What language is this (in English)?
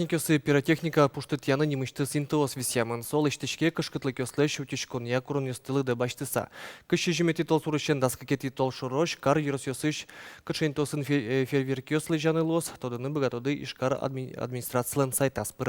Udmurt